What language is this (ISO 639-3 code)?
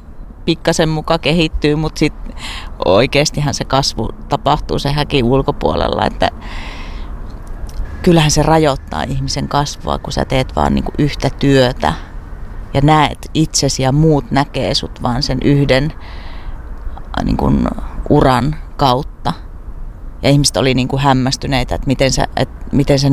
fin